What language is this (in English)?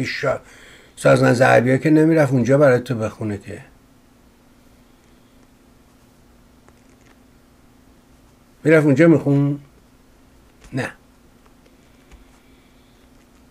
Persian